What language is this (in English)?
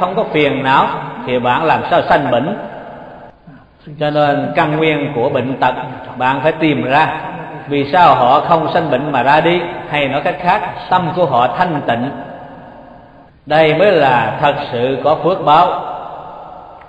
Vietnamese